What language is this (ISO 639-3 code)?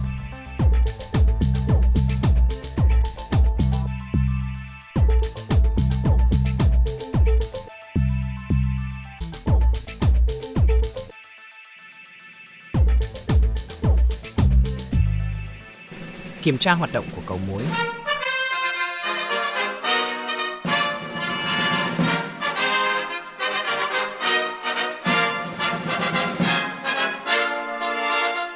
vie